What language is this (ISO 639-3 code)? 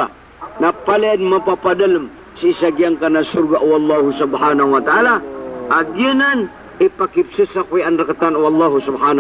mrw